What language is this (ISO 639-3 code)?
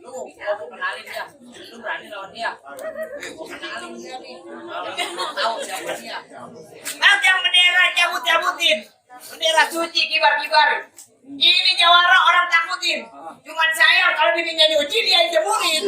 bew